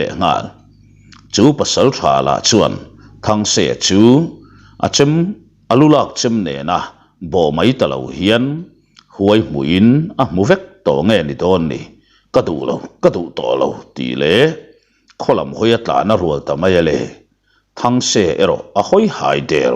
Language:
Mizo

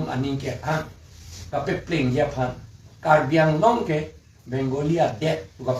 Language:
Karbi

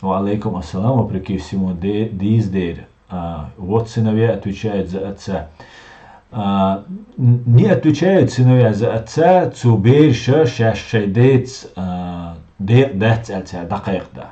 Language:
Chechen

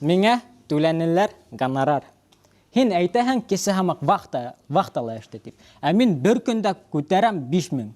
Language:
Bashkir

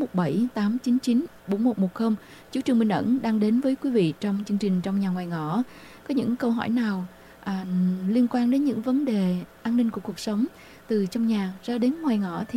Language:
Vietnamese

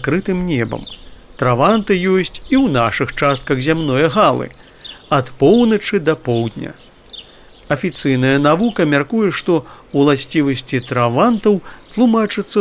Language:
Belarusian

